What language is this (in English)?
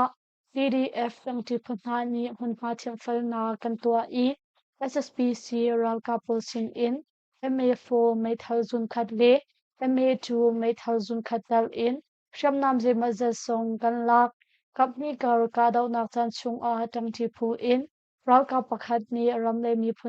Hakha Chin